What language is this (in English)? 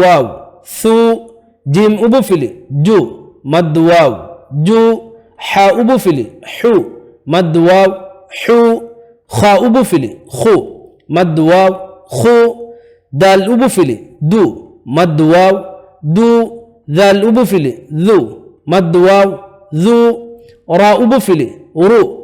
Divehi